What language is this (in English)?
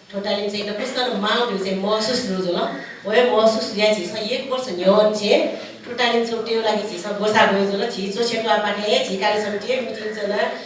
Newari